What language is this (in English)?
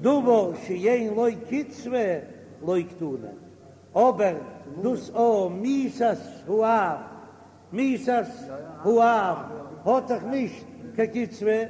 Yiddish